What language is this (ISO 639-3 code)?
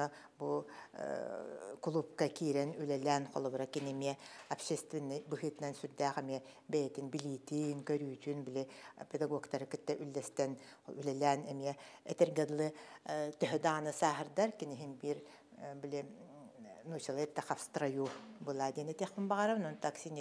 sah